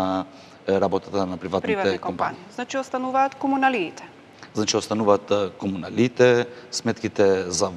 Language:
Macedonian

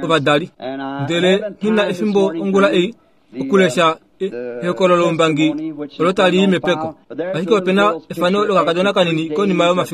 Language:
Kuanyama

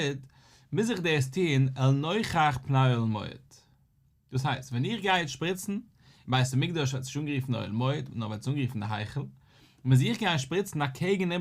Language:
Yiddish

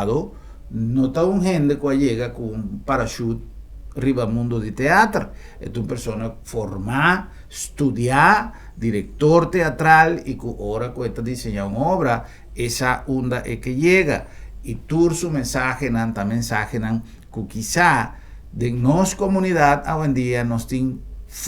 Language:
Papiamento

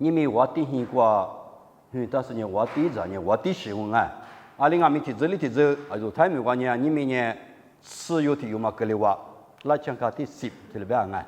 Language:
Lisu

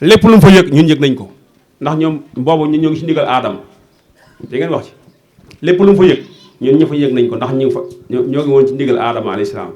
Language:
Wolof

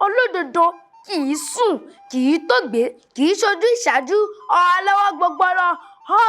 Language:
Yoruba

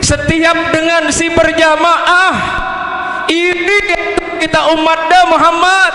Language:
Sasak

